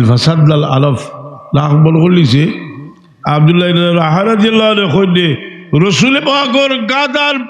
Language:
Sylheti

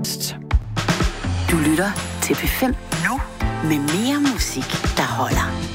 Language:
Danish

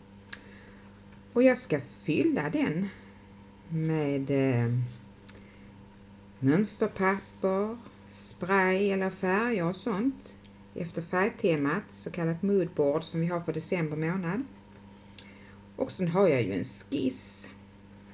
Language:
Swedish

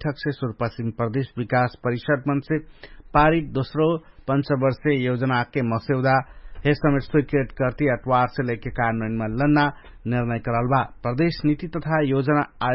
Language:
Dangaura Tharu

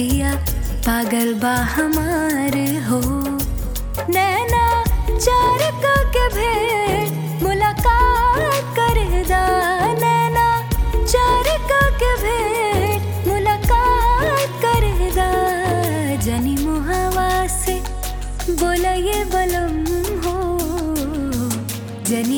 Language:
Bhojpuri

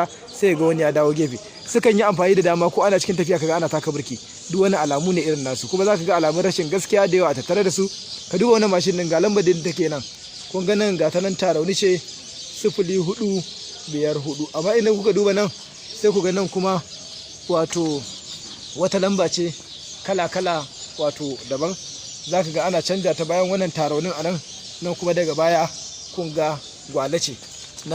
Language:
Hausa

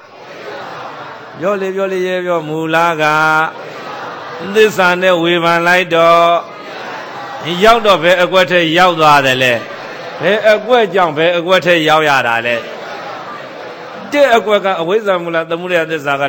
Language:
Burmese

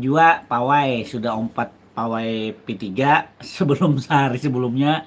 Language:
Banjar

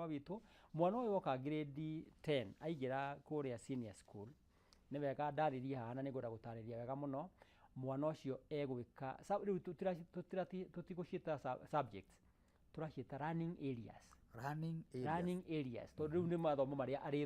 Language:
Kikuyu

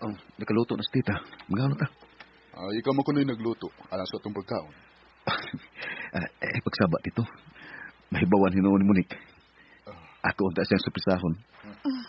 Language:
Cebuano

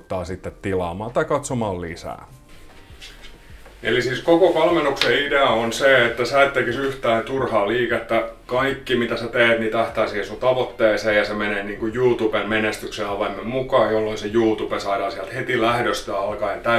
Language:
Finnish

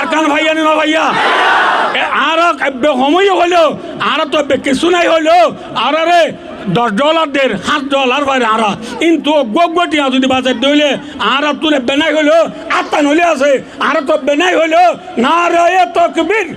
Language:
Rohingya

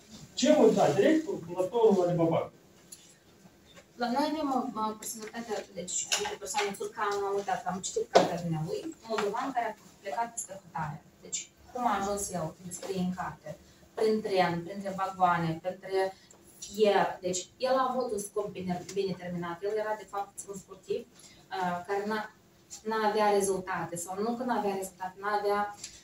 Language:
Romanian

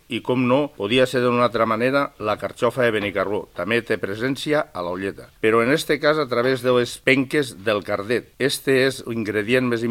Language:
Catalan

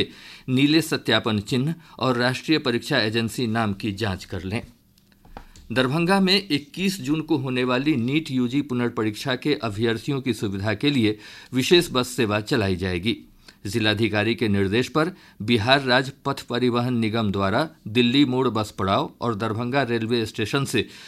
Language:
Hindi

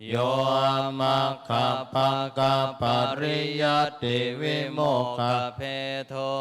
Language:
Pali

